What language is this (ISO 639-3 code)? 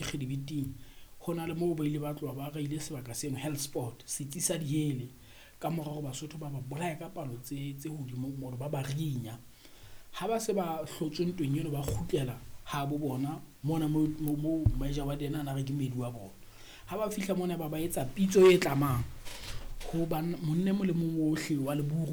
sot